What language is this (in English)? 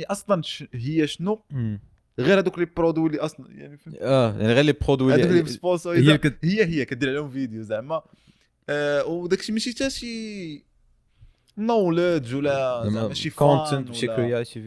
Moroccan Arabic